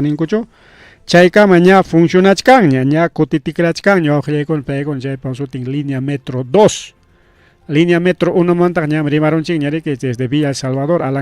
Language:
Ayacucho Quechua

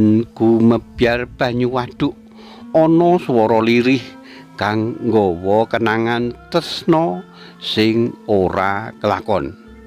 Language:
Javanese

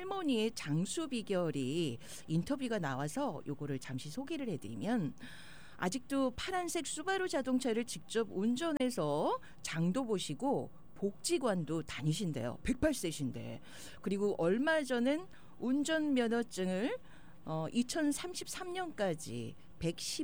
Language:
Korean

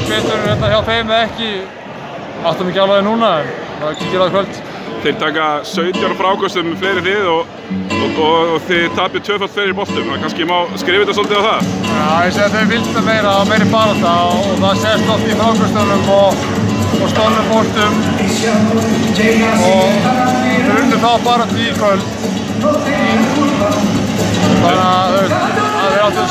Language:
Icelandic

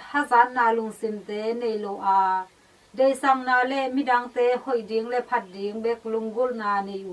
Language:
Tedim Chin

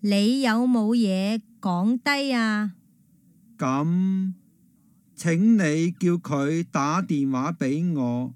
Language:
Cantonese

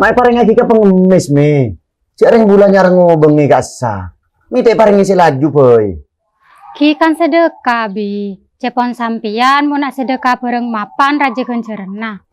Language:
Madurese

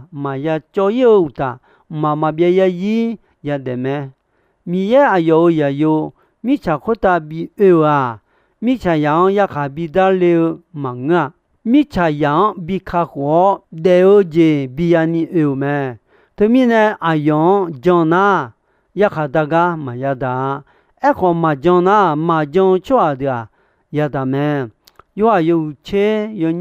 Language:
Akha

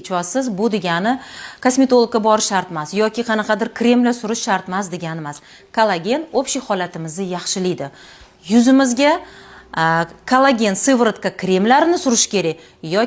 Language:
Uzbek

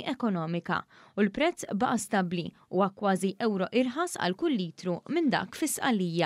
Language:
Maltese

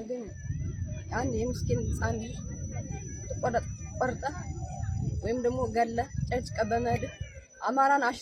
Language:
Amharic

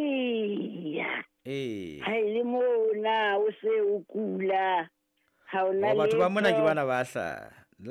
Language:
Southern Sotho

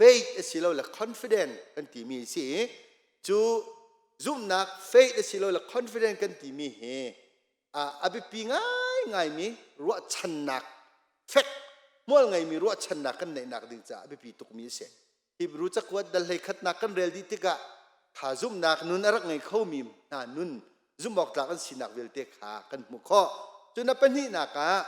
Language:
Hakha Chin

